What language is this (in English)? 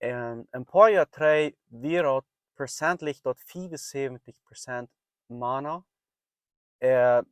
Plautdietsch